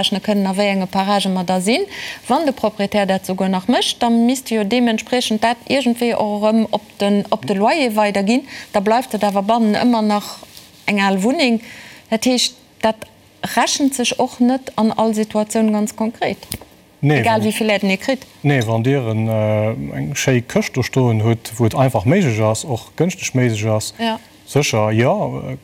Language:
Luxembourgish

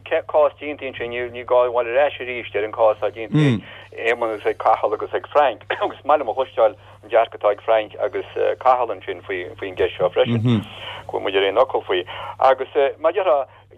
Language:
Irish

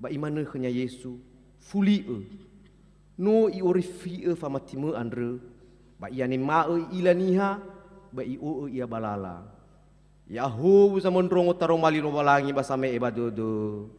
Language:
Nias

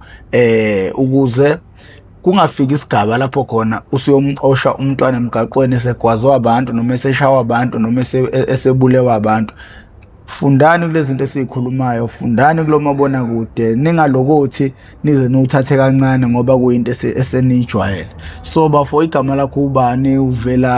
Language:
Zulu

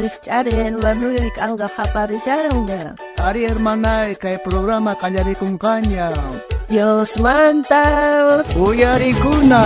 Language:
South Bolivian Quechua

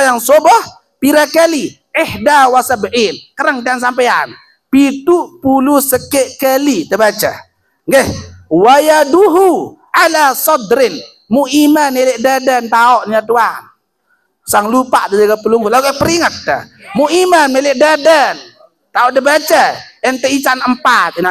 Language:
Sasak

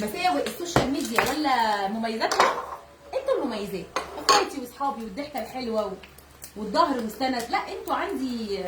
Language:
Egyptian Arabic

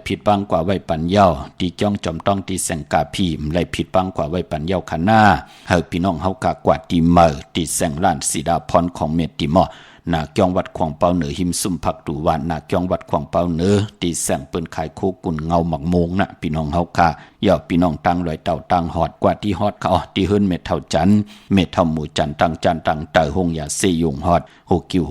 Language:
Shan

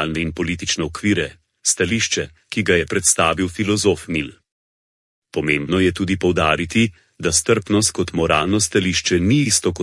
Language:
Slovenian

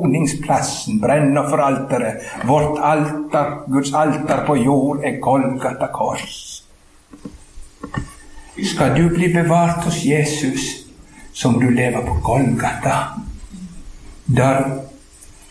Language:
Norwegian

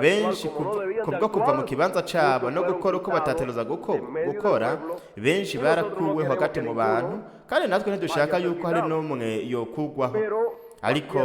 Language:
Rundi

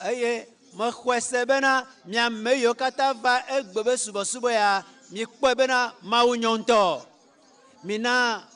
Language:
Ewe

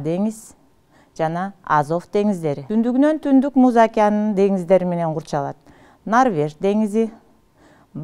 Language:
Kyrgyz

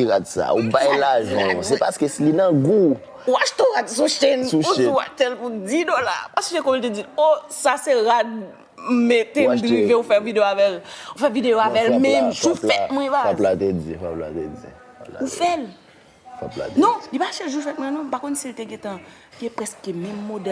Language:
Haitian Creole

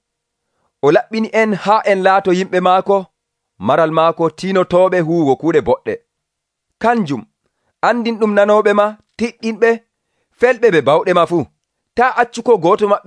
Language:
Nigerian Fulfulde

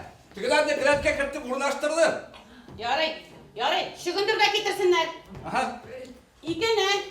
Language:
Bashkir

